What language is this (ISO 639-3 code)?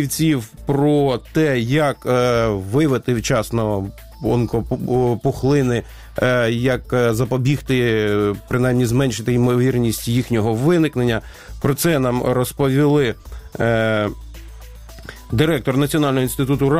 ukr